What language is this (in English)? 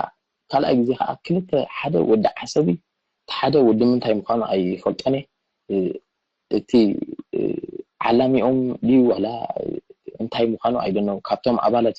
Tigrinya